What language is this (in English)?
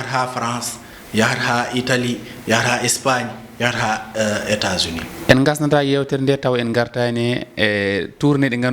Fula